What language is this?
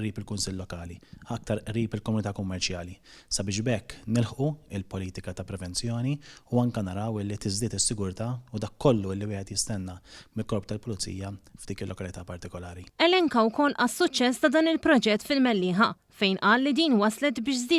Maltese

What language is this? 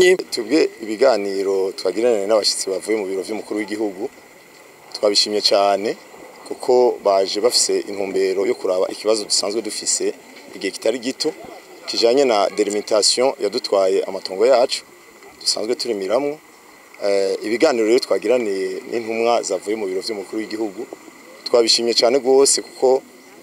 Rundi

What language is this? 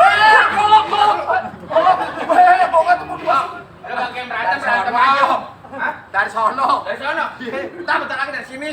Betawi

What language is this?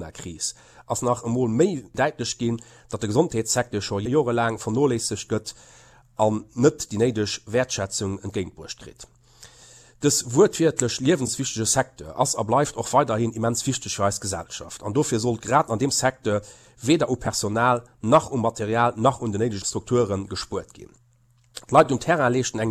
Luxembourgish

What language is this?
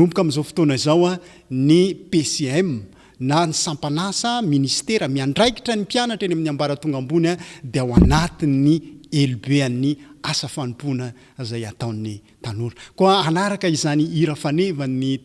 Malagasy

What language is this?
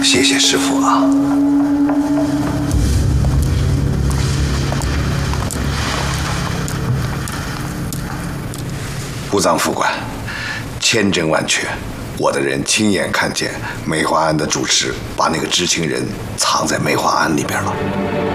Chinese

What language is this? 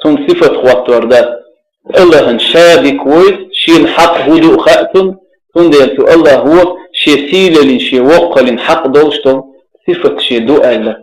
Chechen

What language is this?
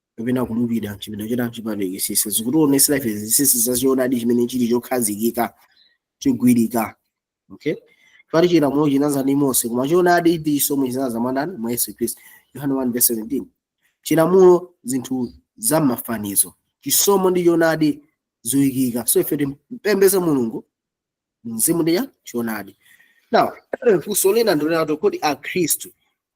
Nyanja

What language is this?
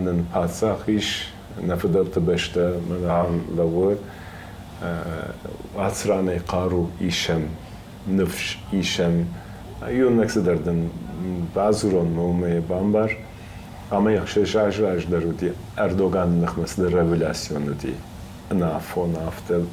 Ossetic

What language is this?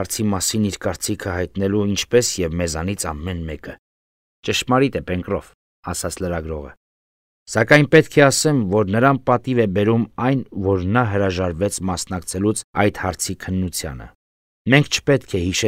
Armenian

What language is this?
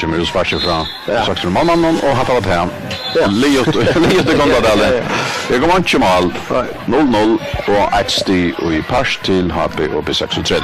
Faroese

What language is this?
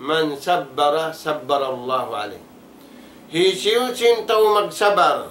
Tausug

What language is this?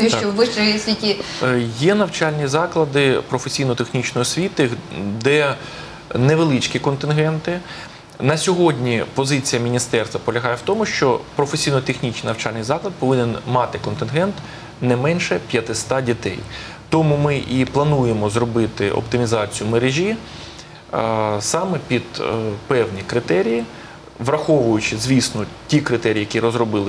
Ukrainian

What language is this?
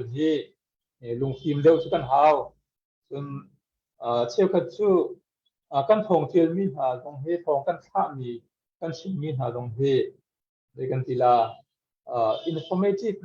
Hakha Chin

